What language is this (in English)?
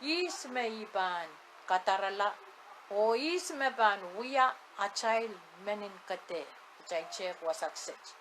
Pohnpeian